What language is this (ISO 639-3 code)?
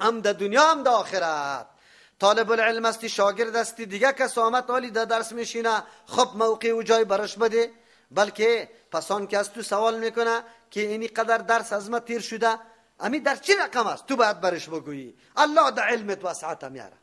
fas